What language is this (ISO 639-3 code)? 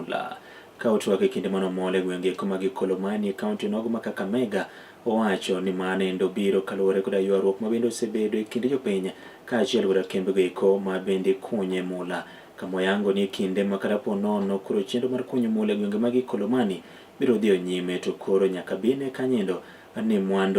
luo